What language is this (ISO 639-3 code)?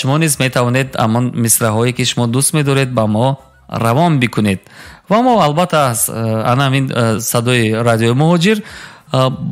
tgk